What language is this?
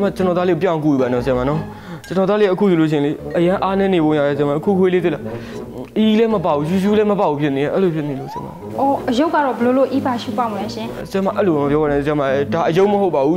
Burmese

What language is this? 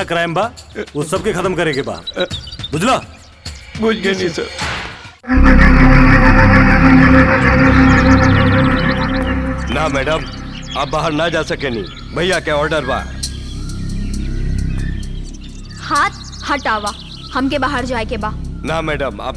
Bhojpuri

